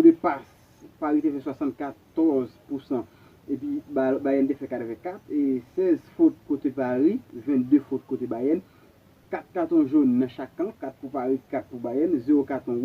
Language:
Haitian Creole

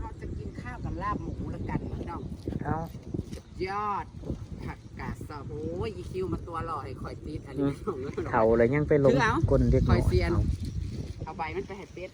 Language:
Northeastern Thai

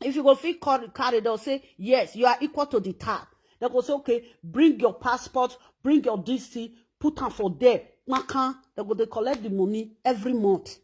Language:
Nigerian Pidgin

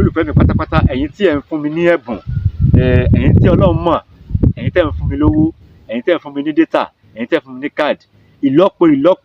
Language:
Yoruba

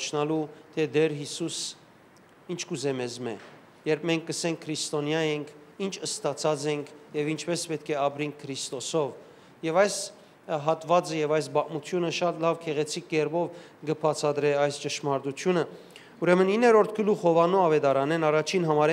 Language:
Western Armenian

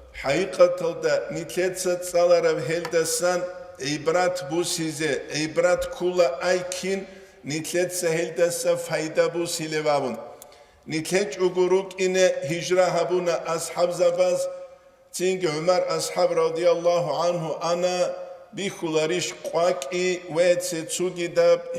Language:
Avaric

